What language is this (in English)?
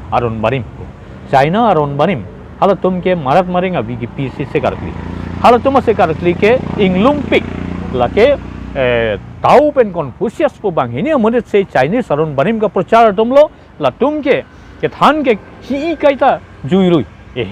Karbi